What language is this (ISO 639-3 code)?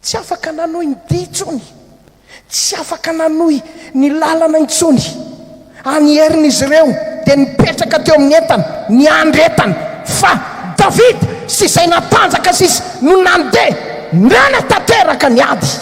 mlg